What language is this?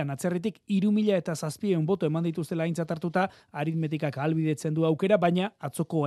Basque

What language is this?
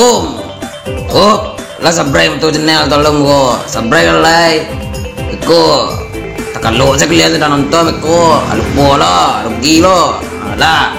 Minangkabau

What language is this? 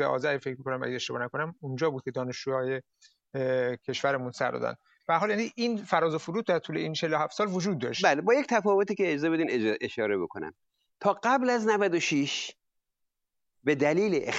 Persian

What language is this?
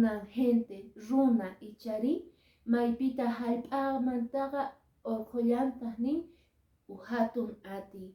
Quechua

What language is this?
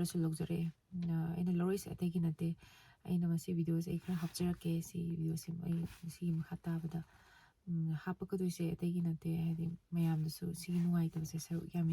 Manipuri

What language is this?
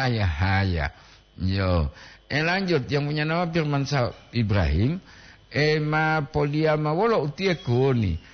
Gorontalo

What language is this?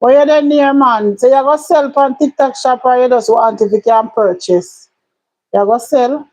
Jamaican Creole English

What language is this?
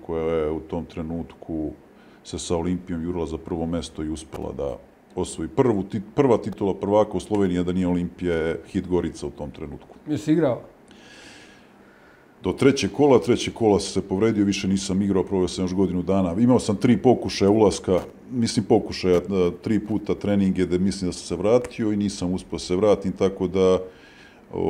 Serbian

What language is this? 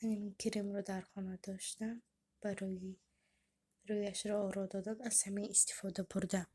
Tajik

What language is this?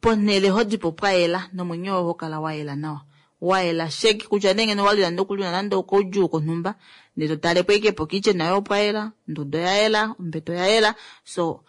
Kuanyama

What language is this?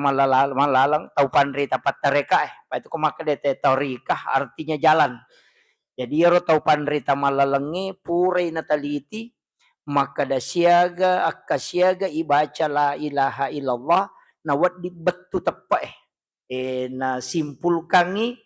Buginese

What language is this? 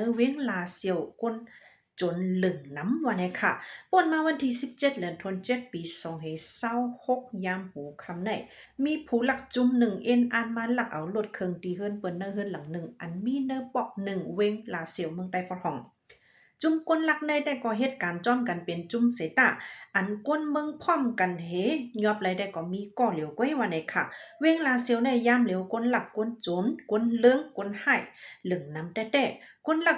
Shan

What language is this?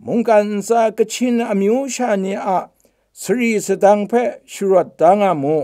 Kachin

